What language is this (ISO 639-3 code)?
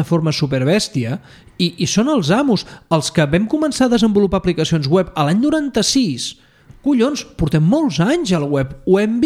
cat